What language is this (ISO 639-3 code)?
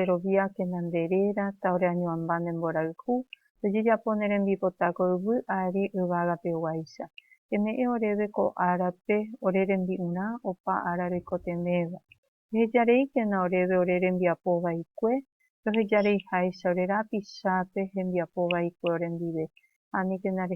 grn